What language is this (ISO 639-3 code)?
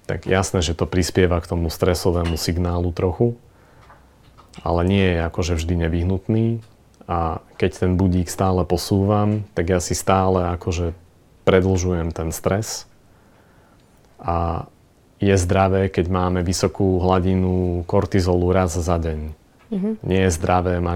slk